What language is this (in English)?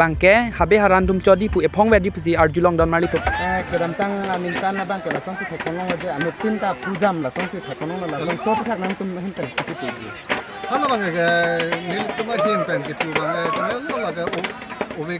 Karbi